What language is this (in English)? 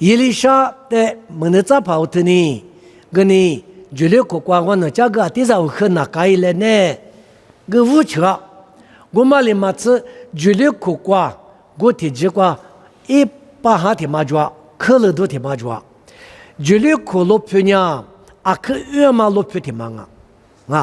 Lisu